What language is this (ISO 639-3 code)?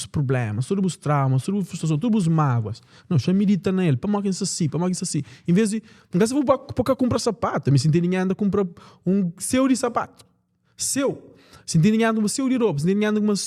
kea